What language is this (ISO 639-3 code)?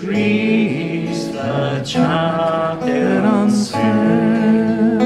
gle